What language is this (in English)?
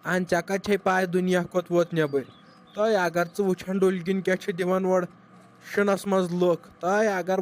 Kashmiri